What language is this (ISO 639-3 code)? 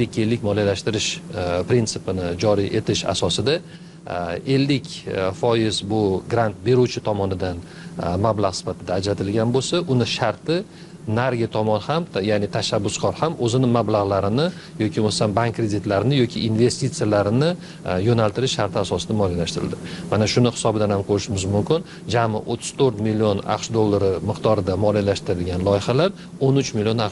uzb